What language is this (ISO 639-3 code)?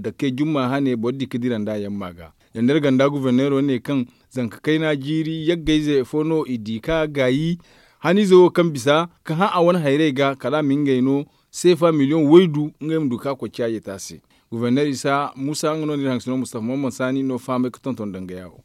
dje